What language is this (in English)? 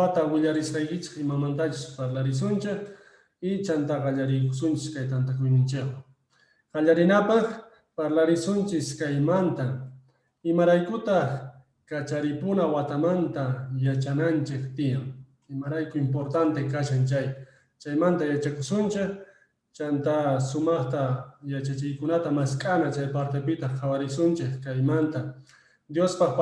Quechua